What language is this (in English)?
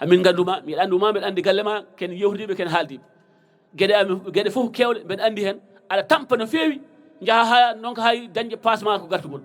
Fula